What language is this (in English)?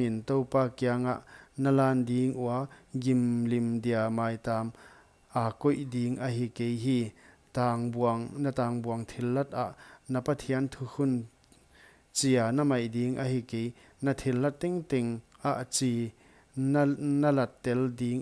Paite Chin